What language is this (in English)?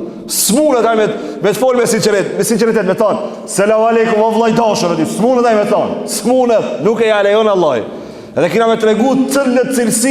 Albanian